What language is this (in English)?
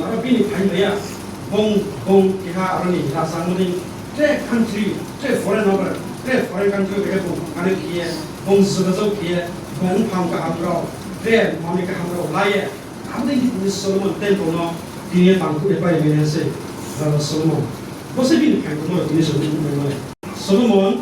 Riang (India)